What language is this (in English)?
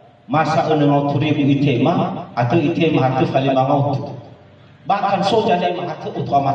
Nias